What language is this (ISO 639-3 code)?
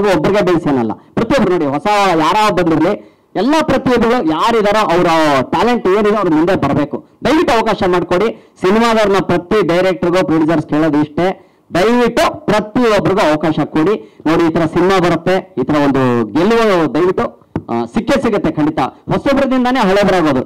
kan